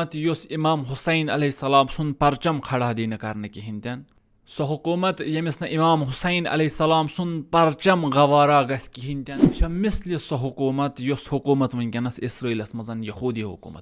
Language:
Kashmiri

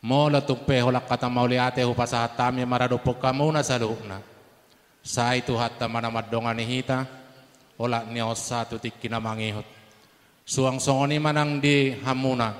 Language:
Batak Toba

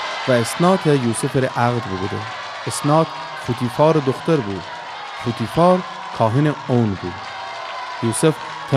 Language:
Gilaki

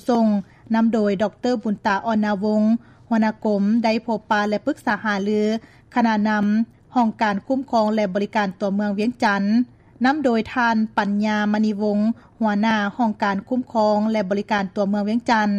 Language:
Lao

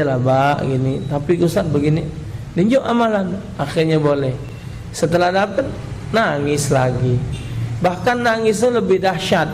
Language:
Musi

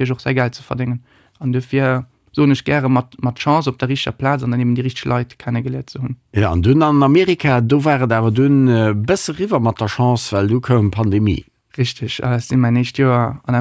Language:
Luxembourgish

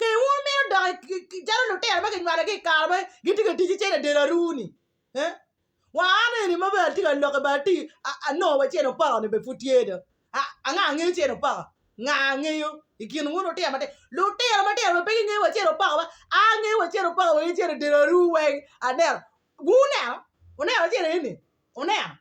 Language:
Acoli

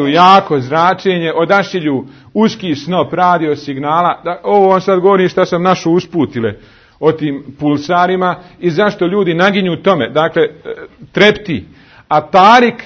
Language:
Bosnian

